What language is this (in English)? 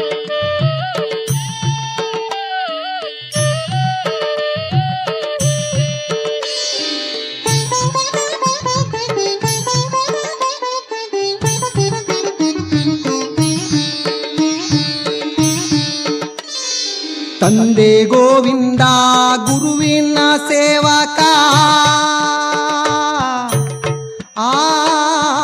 Kannada